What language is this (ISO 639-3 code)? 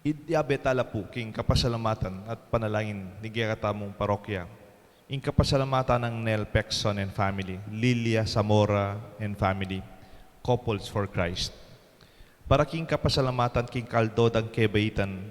pam